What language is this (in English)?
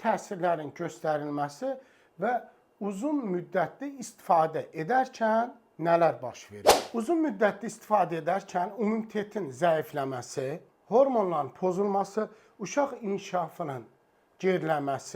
Azerbaijani